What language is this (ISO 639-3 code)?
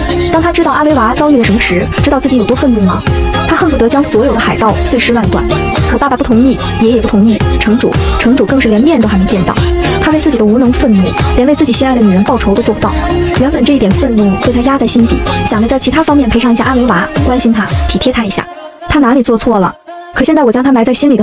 zho